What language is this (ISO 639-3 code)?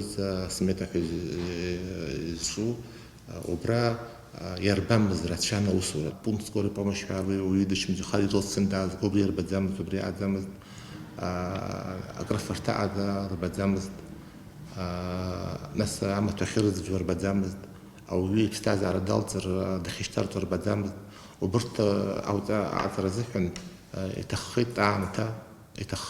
abk